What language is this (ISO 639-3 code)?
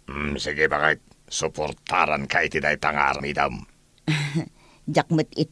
ilo